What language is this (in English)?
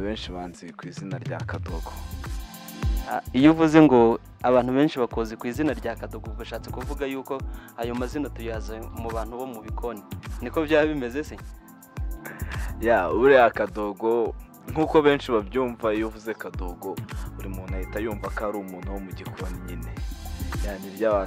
Kinyarwanda